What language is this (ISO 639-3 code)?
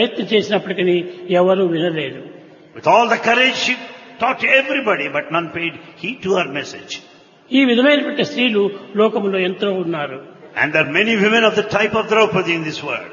tel